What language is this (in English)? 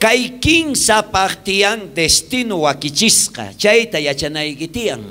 South Bolivian Quechua